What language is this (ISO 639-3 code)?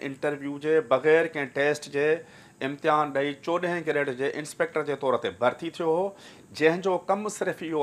snd